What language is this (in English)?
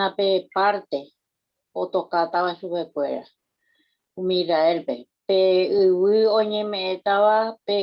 Guarani